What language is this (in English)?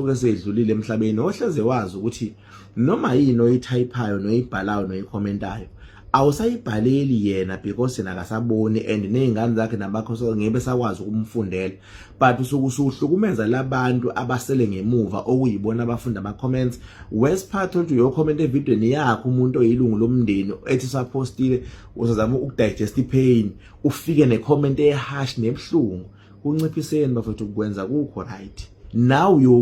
Zulu